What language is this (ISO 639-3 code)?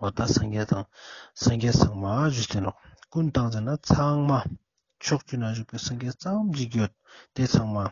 lbj